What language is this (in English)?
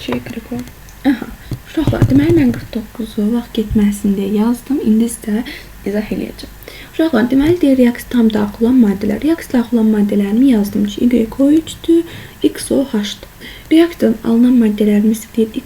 Azerbaijani